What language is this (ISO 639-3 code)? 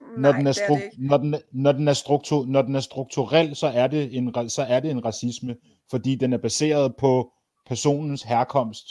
dan